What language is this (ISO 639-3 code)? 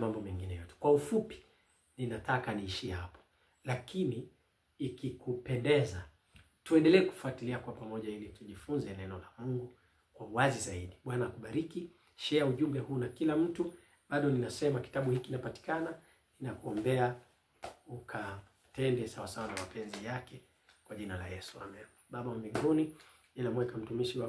swa